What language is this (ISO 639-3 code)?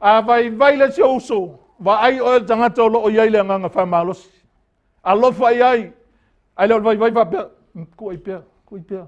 smo